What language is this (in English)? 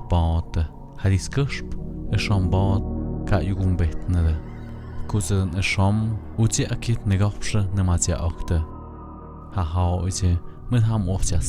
Tlahuitoltepec Mixe